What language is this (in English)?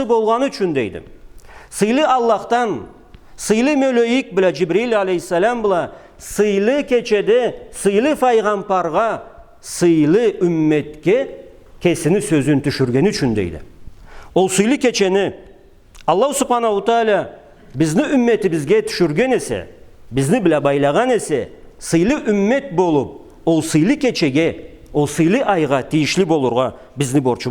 Karachay-Balkar